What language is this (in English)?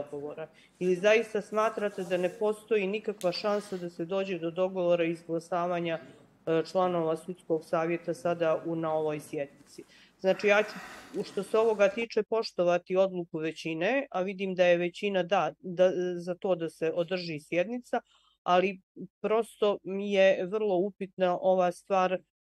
Bosnian